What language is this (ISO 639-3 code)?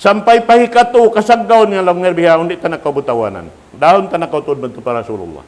tsg